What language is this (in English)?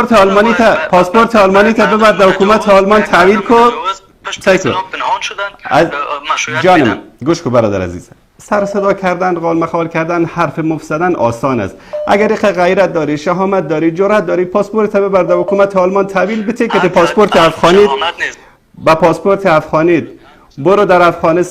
Persian